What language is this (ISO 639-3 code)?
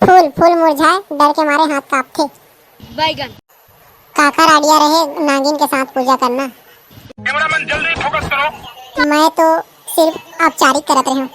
hne